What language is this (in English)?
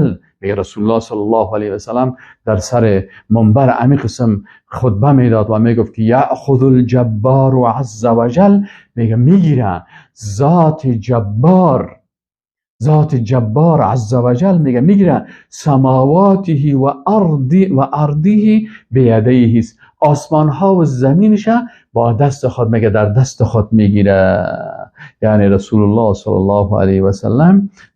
Persian